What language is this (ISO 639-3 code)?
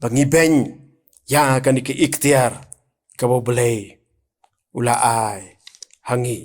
kha